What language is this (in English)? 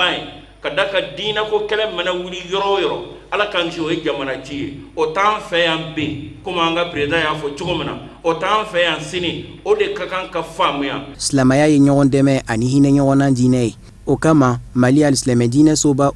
Bambara